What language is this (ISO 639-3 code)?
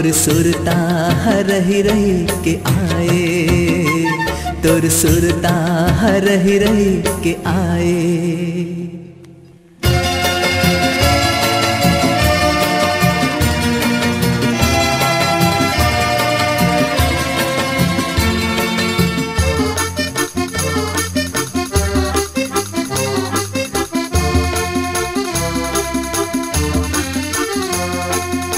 hne